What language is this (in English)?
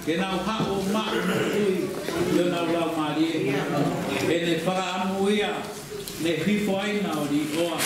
Tongan